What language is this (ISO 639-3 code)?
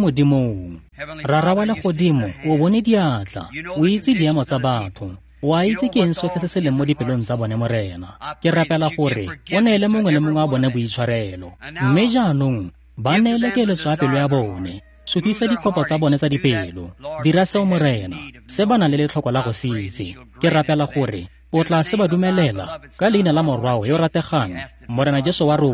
tsn